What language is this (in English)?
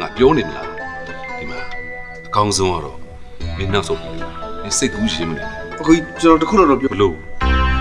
Burmese